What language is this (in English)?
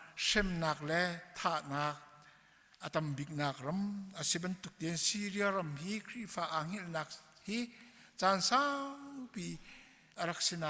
Hakha Chin